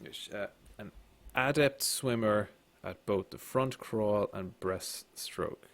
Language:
Irish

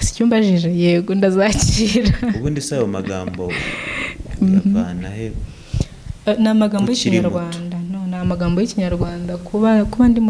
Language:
Kinyarwanda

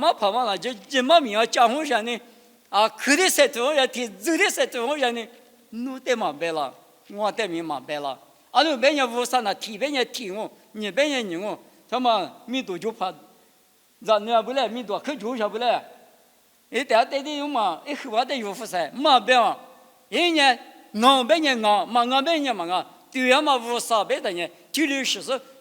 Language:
Lisu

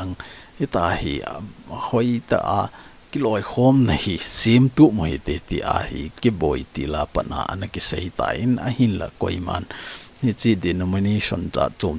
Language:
Thado Chin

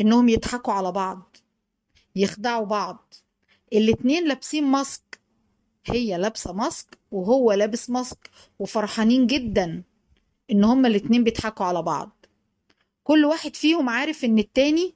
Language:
Egyptian Arabic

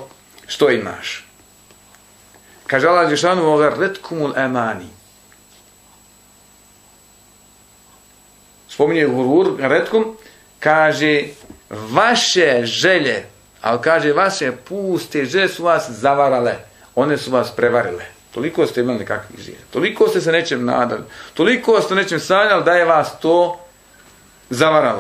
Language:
Bosnian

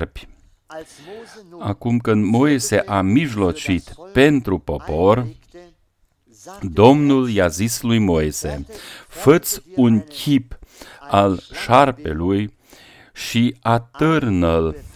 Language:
Romanian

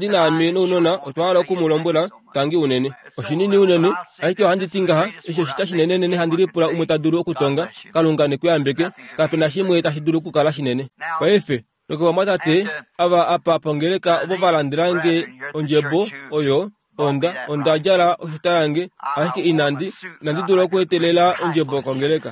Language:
Kuanyama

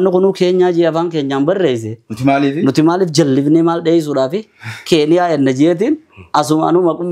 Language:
Oromo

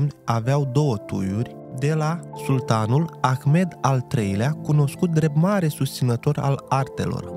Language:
Romanian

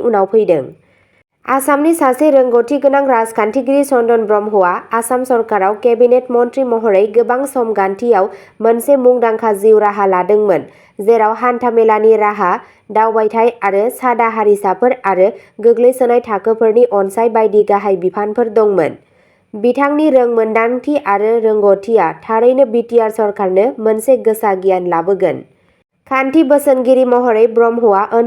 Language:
Bodo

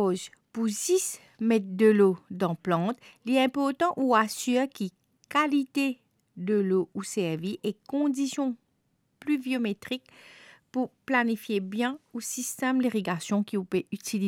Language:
Morisyen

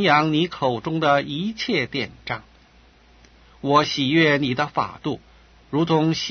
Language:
Chinese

